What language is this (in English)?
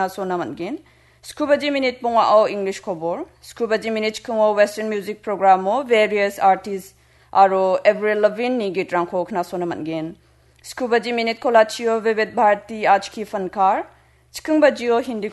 Garo